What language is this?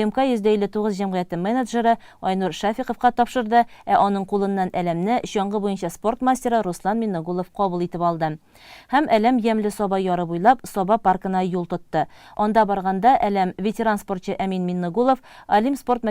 Tatar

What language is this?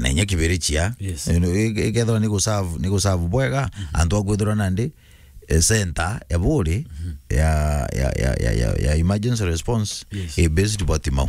Meru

